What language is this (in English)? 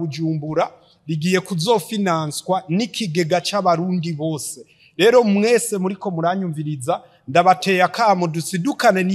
Rundi